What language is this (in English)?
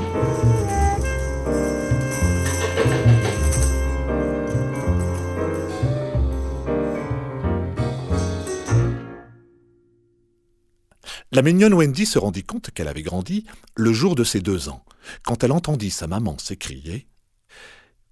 French